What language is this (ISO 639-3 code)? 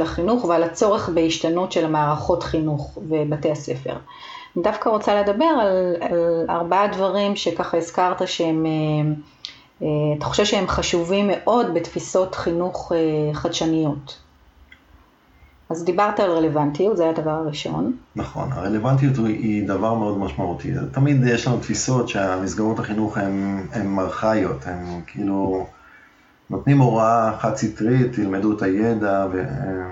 heb